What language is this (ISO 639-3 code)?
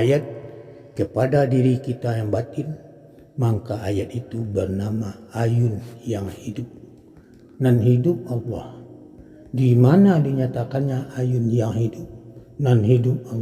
min